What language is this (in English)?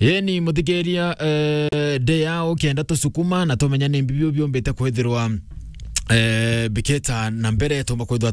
Meru